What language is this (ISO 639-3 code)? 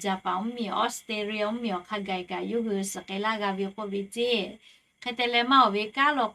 lhu